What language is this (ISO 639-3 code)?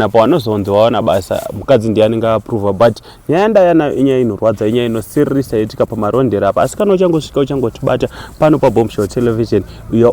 sna